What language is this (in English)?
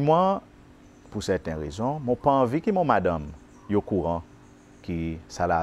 Seselwa Creole French